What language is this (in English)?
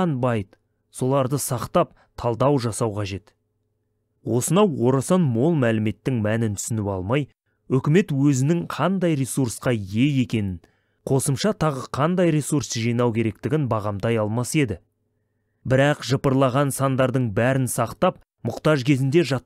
Kazakh